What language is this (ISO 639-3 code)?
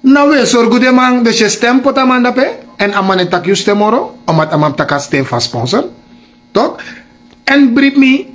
srn